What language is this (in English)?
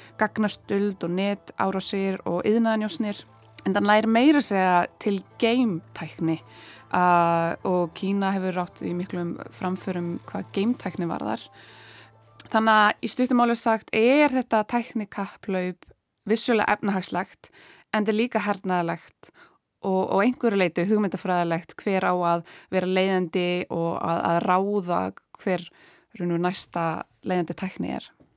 Icelandic